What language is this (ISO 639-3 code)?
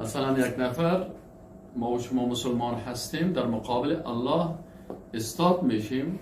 fas